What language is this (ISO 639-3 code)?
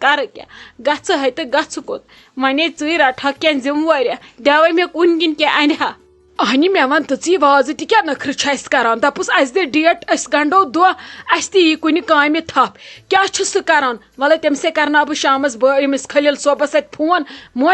kas